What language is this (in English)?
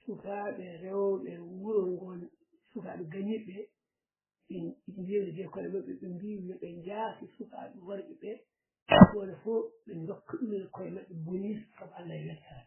Fula